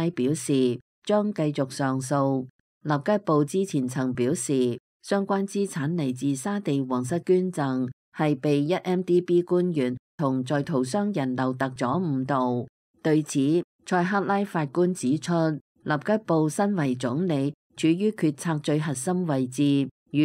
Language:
Cantonese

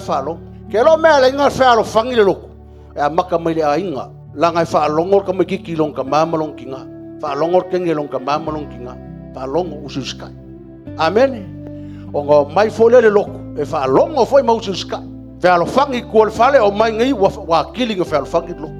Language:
Samoan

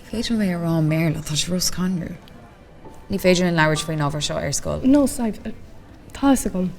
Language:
Irish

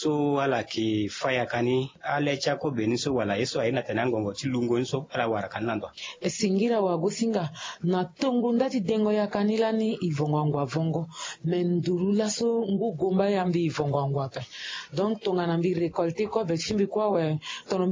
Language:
Sango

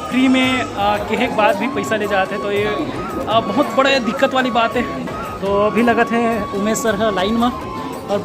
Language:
Chhattisgarhi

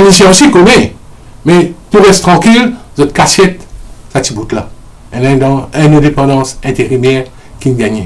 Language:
Morisyen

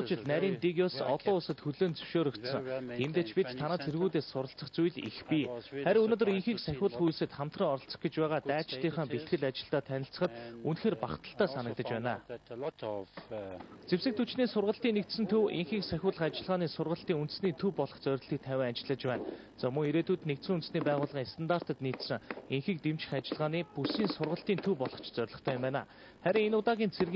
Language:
Mongolian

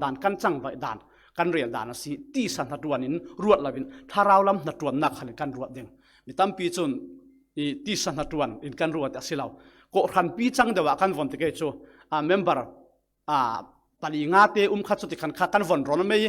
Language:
Falam Chin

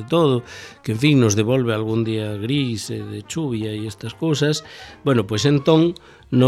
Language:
Galician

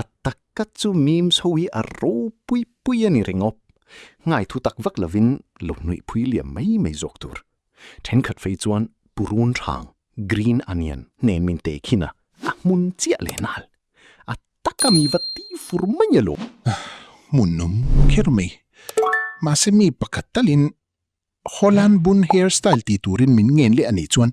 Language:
Hakha Chin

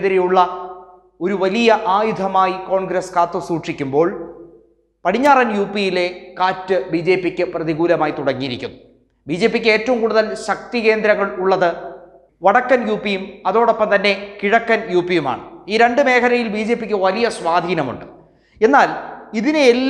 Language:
Malayalam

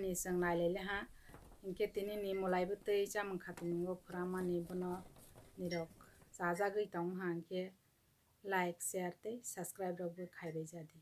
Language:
Kok Borok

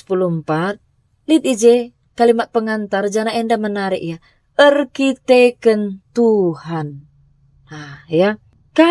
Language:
Batak Karo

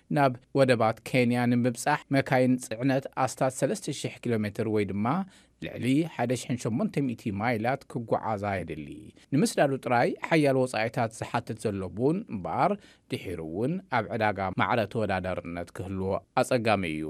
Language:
Tigrinya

